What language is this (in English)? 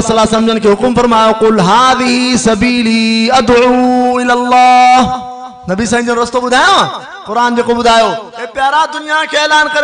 Sindhi